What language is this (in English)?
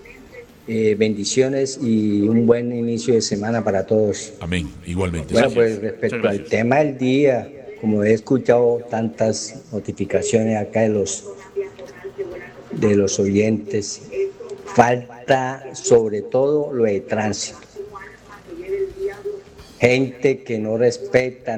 Spanish